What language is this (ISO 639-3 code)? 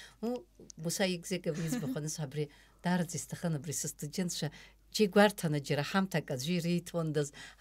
abk